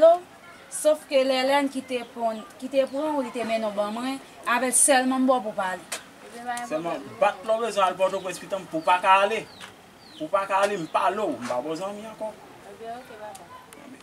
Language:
Haitian Creole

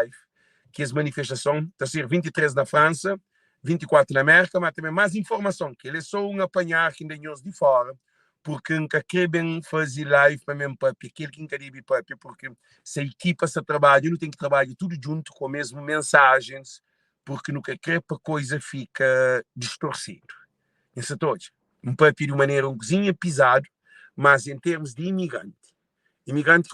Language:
Kabuverdianu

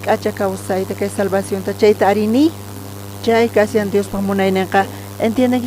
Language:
South Bolivian Quechua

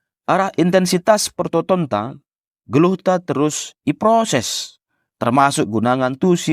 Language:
Batak Karo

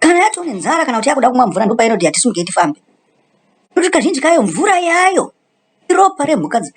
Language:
Shona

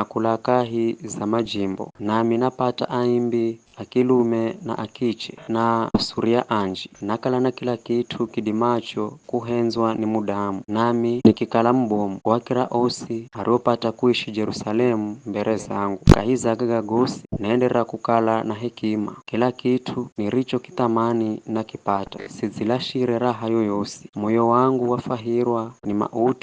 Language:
Giryama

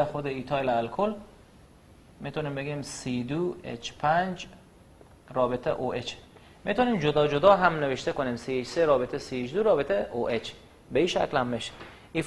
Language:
Persian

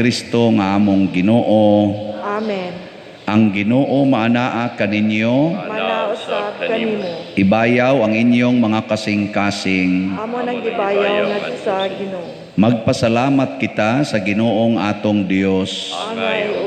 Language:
Cebuano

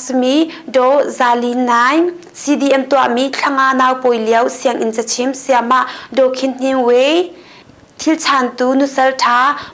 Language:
Hakha Chin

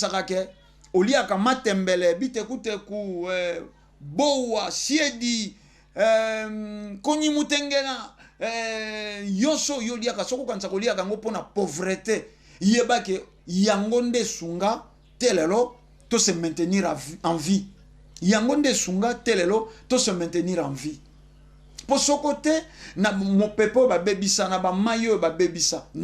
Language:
Lingala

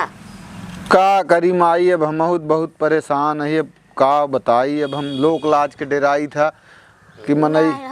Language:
Awadhi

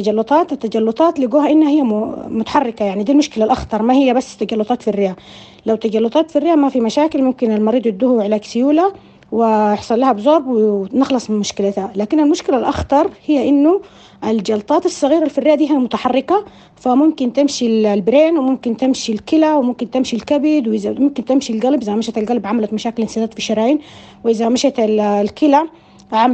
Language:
Sudanese Arabic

